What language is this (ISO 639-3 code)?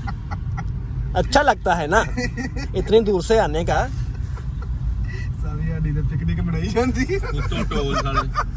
pan